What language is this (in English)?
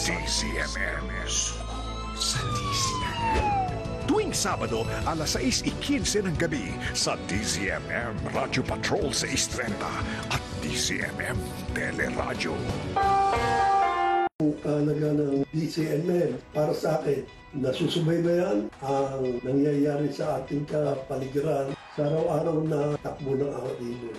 Filipino